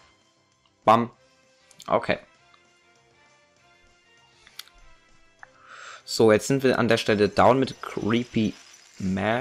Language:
German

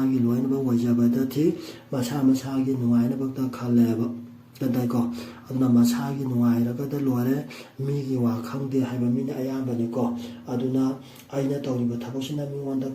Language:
Manipuri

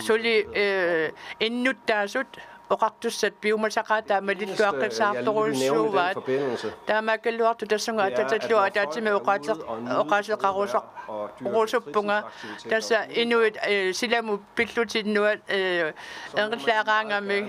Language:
Kalaallisut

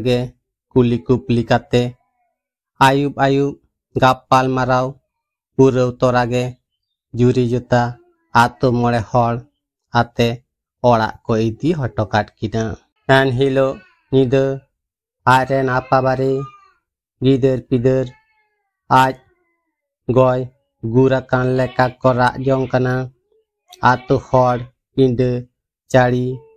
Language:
Santali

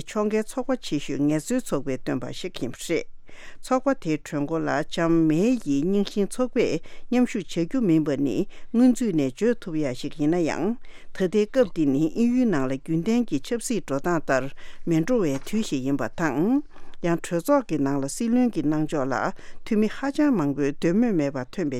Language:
Tibetan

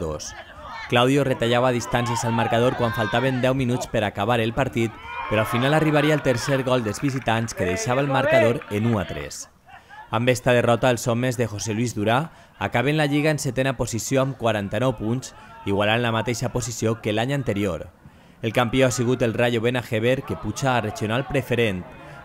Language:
Catalan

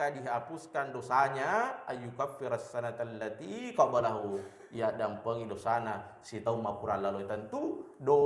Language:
Buginese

